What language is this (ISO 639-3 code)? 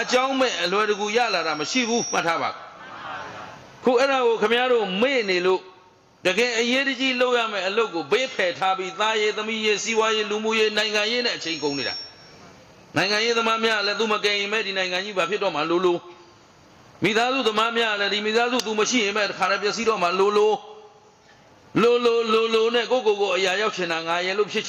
mya